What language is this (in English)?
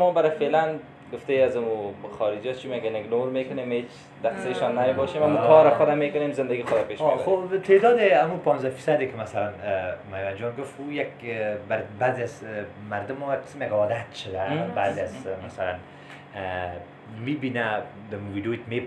Persian